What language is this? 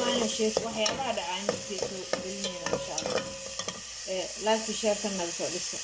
Somali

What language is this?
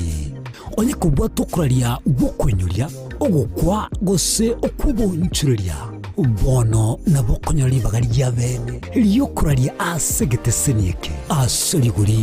Gusii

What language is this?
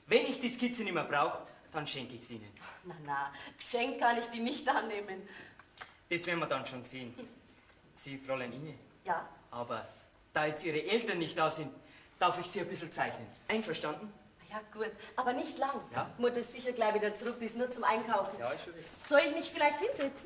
Bavarian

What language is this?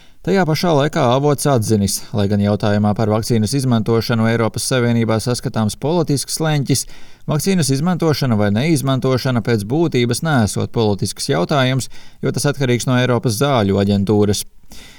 Latvian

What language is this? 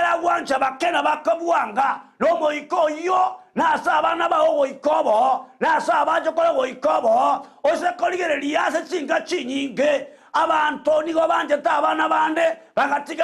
Gusii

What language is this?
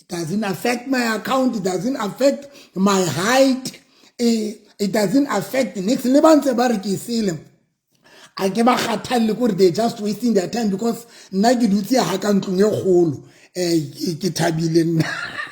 Southern Sotho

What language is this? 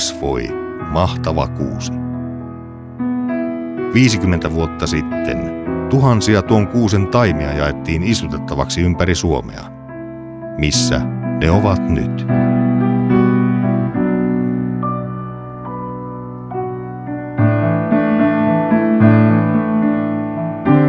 Finnish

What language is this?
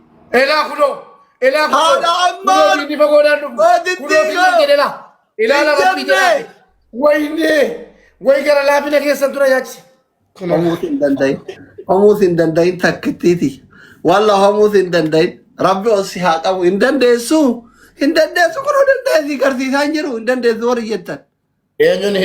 Oromo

